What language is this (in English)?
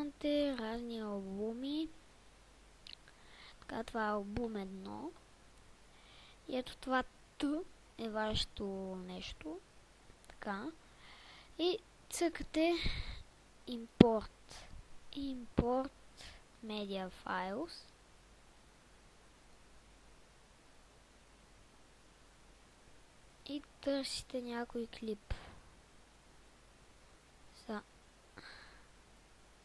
Bulgarian